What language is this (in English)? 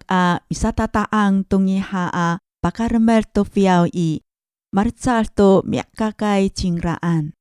Amis